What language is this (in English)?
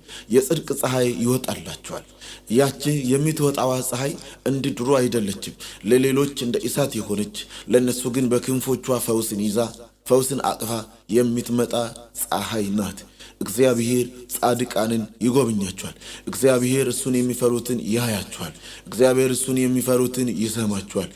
Amharic